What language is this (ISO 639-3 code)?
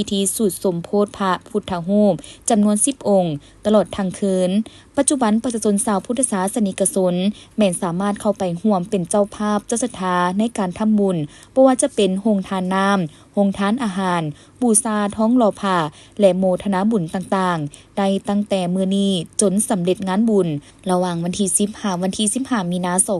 lao